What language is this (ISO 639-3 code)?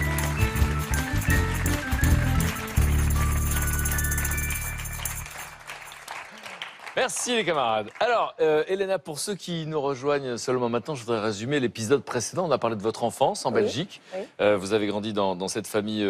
fra